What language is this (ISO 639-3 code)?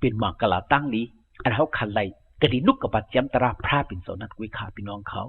shn